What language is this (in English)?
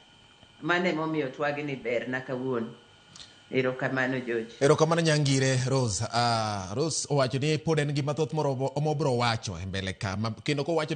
Luo (Kenya and Tanzania)